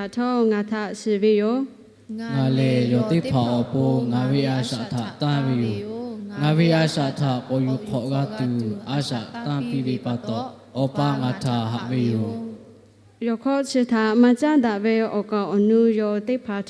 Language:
Lahu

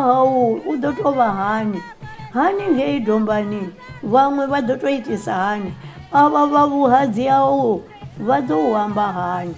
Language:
Venda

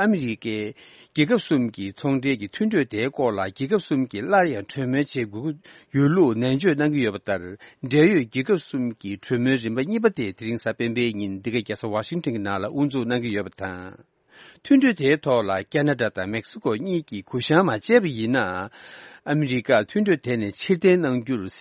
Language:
Tibetan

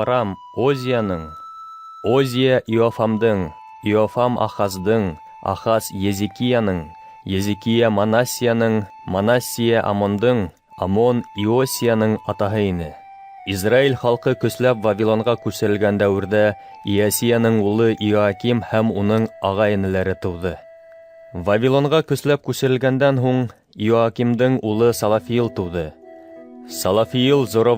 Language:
Bashkir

